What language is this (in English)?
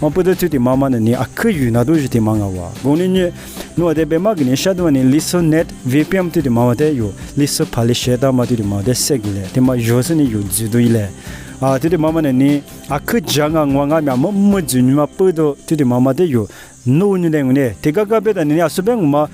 Lisu